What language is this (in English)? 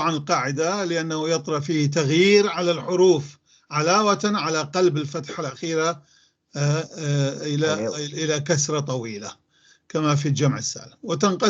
North Levantine Arabic